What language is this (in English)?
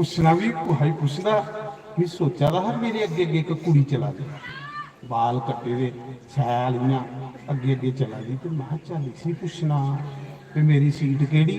Dogri